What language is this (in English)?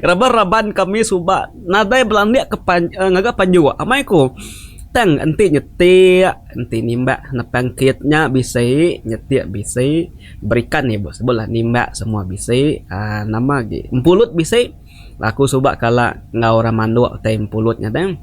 Iban